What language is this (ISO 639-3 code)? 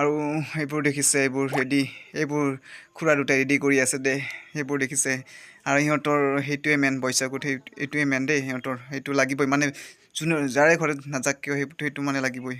asm